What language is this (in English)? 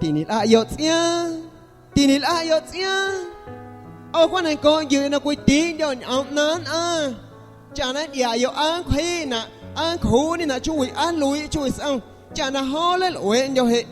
Guerrero Amuzgo